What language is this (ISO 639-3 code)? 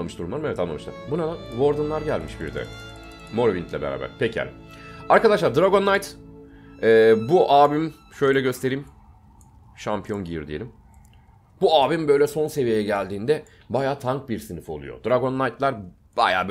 tur